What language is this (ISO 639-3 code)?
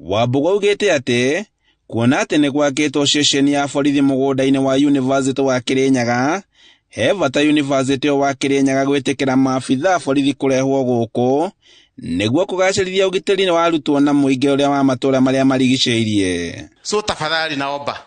kik